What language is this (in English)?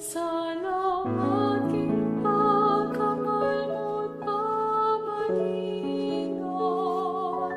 Pampanga